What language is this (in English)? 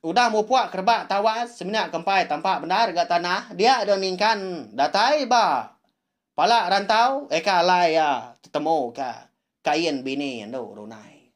Iban